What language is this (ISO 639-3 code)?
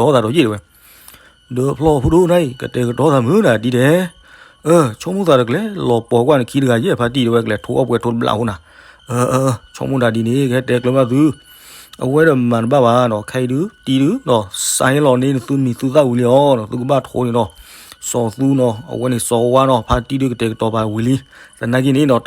ksw